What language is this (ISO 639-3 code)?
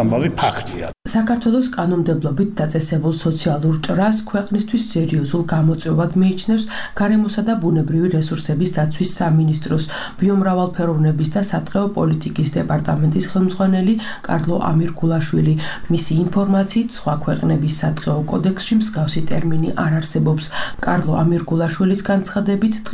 kat